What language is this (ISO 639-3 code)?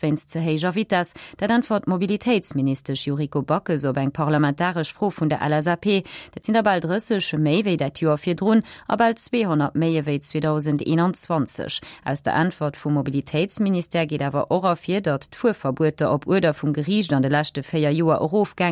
ltz